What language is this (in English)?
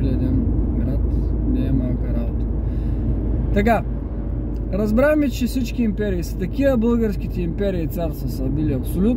Bulgarian